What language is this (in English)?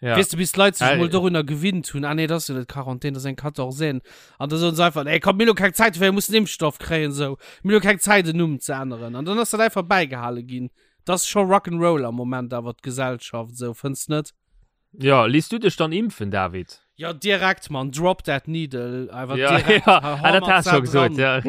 Luxembourgish